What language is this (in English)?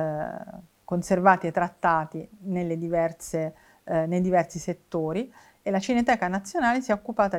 Italian